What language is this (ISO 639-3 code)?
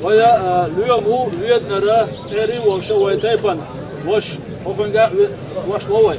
che